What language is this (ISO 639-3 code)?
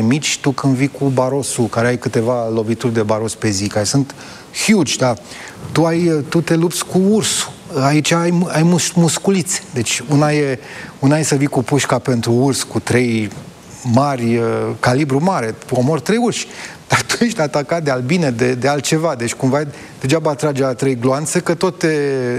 ron